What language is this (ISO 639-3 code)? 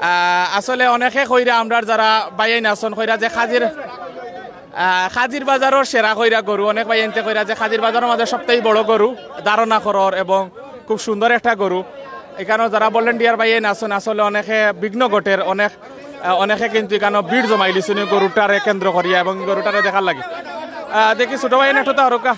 syl